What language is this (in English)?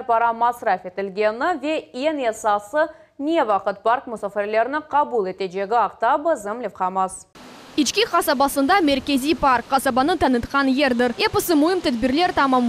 Crimean Tatar